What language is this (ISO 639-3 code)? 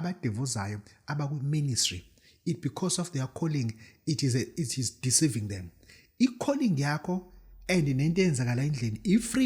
zul